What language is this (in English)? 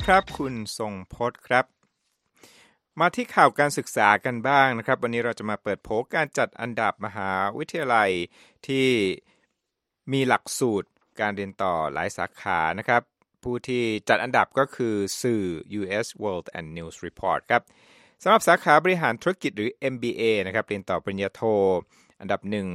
Thai